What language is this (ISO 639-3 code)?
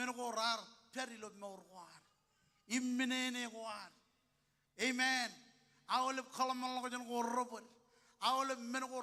mah